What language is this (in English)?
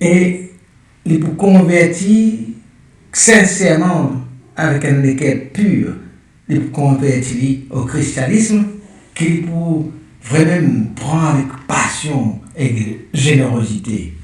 Morisyen